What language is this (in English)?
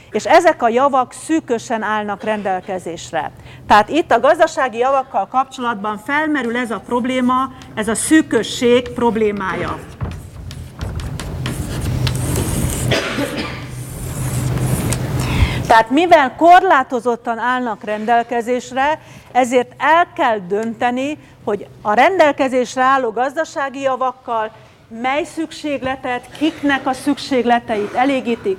Hungarian